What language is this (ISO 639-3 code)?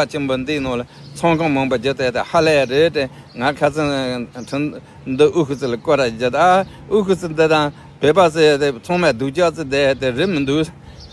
bod